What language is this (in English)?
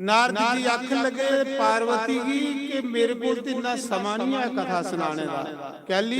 Dogri